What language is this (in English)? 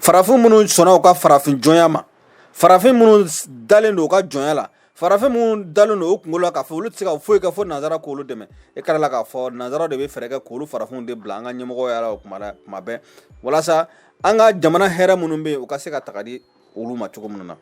Bambara